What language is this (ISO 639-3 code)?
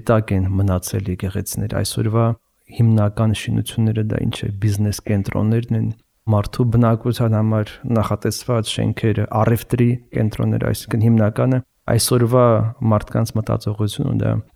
hye